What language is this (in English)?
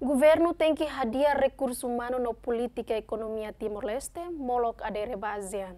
Tetum